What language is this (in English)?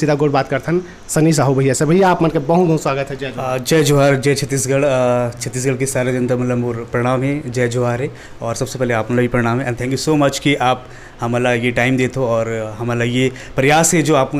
Chhattisgarhi